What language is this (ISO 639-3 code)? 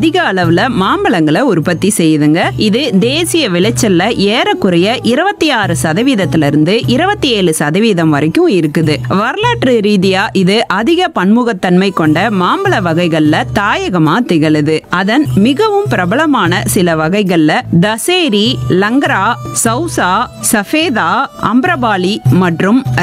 tam